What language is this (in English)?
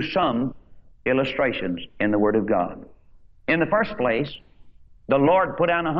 English